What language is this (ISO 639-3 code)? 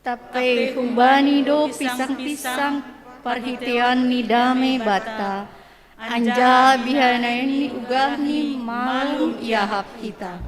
bts